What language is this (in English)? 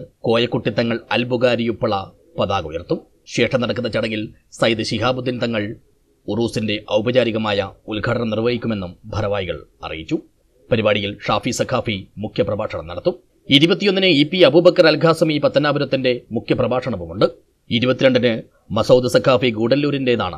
Malayalam